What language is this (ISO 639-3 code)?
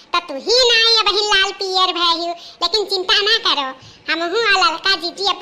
awa